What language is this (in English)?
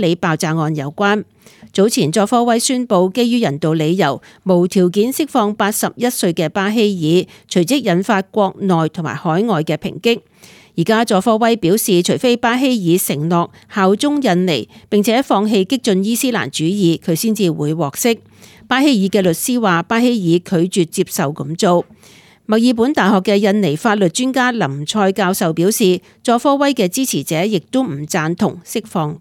Cantonese